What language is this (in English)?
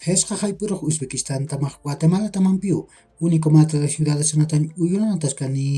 Aymara